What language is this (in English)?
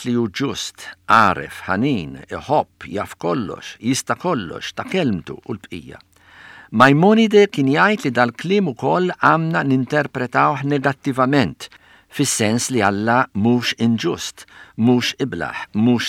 Maltese